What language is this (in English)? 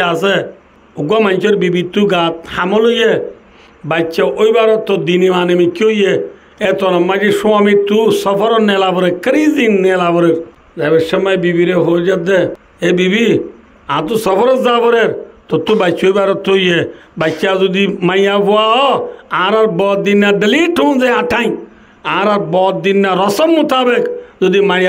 Rohingya